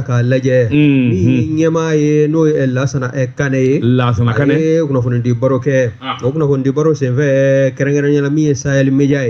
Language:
Bambara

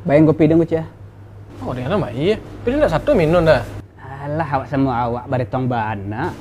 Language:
Minangkabau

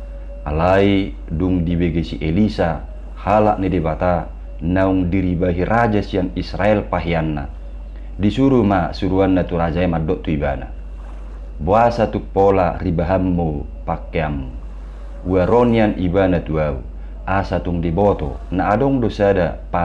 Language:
Batak Toba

